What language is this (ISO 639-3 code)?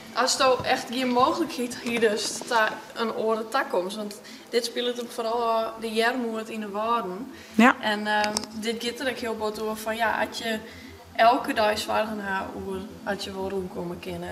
fry